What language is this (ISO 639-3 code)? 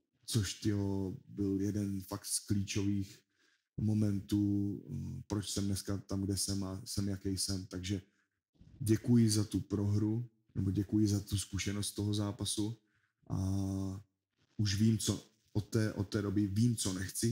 ces